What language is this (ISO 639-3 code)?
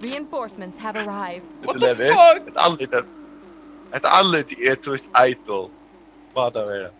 fao